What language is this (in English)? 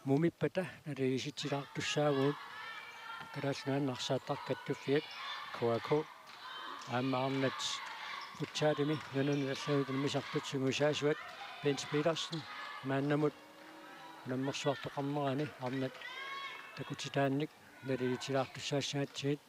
Kalaallisut